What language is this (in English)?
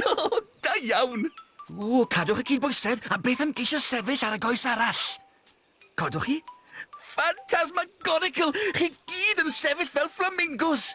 Welsh